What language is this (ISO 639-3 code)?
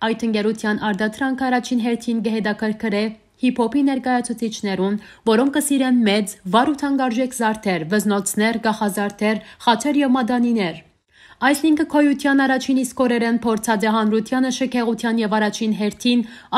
hyw